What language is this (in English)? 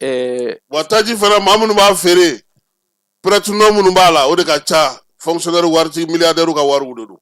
Bambara